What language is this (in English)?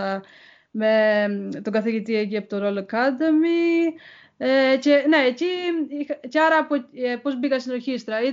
Greek